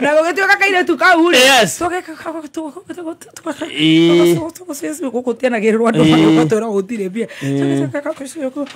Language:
Kikuyu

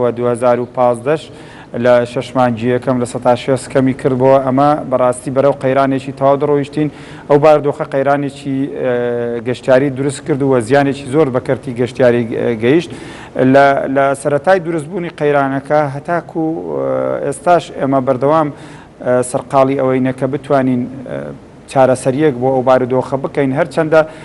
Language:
Central Kurdish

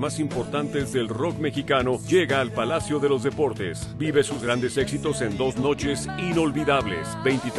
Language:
Spanish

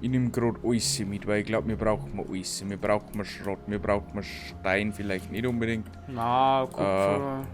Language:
Bavarian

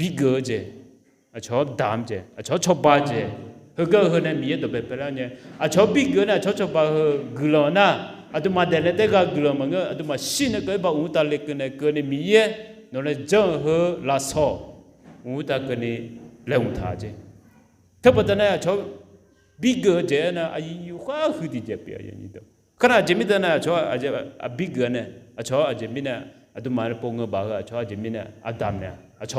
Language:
Akha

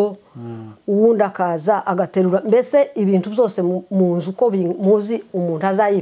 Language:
Kinyarwanda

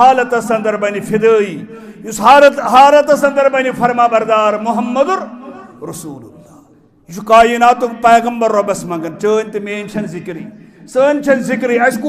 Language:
Kashmiri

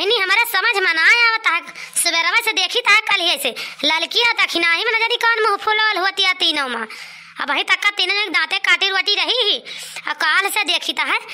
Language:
Awadhi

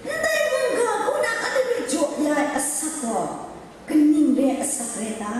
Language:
Kachin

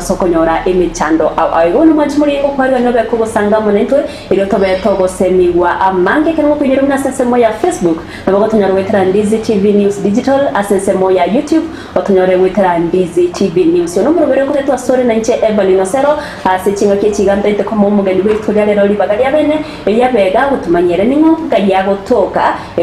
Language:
Gusii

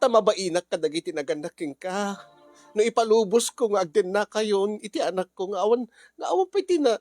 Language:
Iloko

